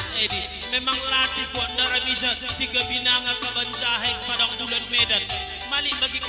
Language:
Batak Karo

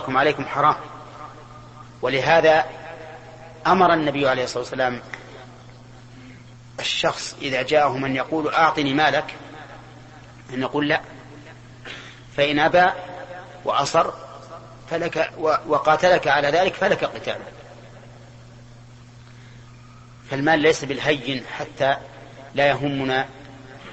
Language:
Arabic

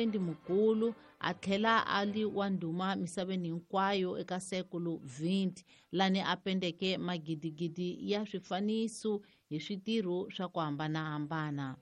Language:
Tsonga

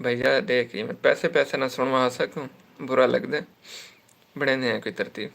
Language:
Saraiki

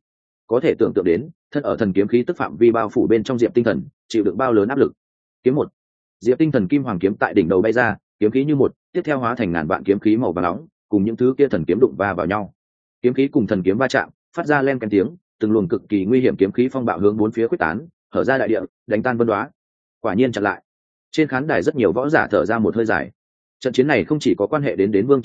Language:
Vietnamese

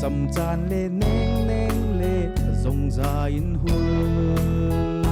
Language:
Falam Chin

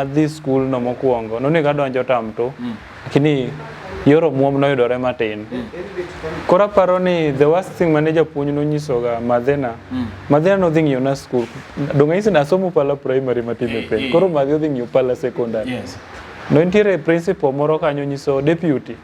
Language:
Luo (Kenya and Tanzania)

